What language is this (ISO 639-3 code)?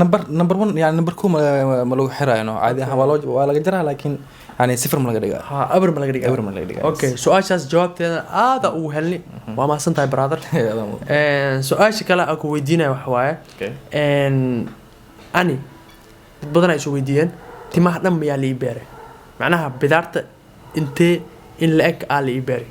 som